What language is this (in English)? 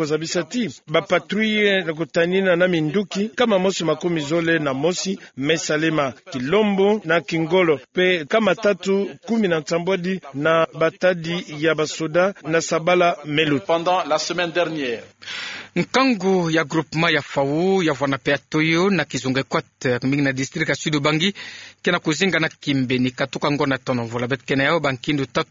Kituba (Democratic Republic of Congo)